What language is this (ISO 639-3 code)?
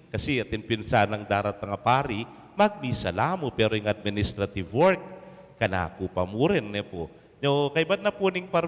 pam